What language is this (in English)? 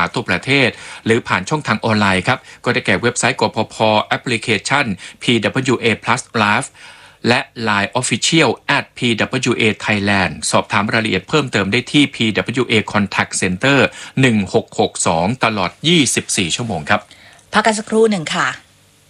Thai